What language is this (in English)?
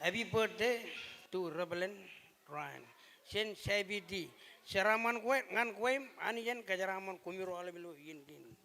Marshallese